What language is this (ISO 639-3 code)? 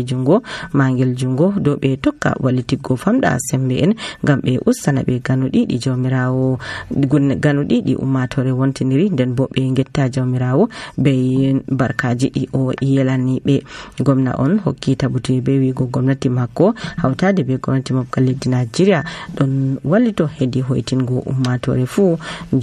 fuv